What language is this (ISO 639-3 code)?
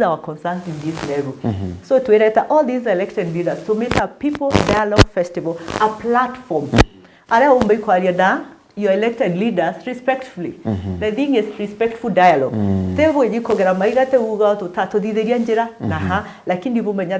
mer